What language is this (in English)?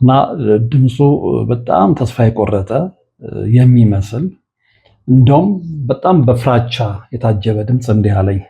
Amharic